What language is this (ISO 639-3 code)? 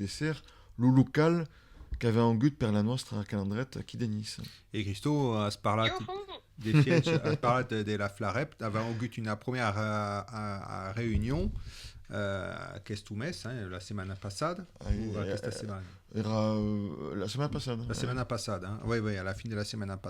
oci